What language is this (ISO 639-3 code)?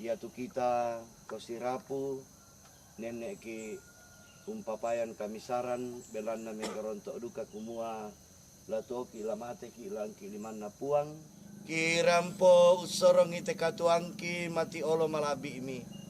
sda